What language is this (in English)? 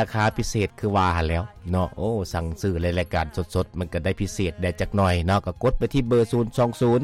Lao